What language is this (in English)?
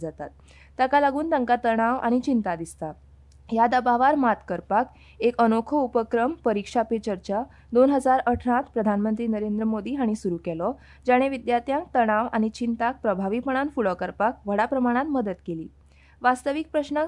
Konkani